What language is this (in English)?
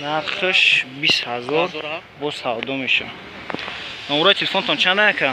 Tajik